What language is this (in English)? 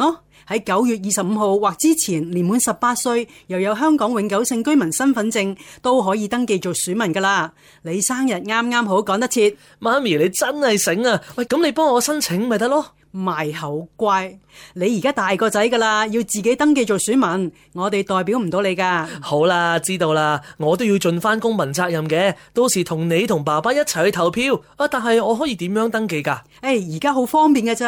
Cantonese